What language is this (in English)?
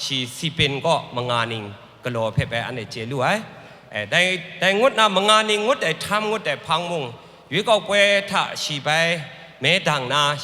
Kachin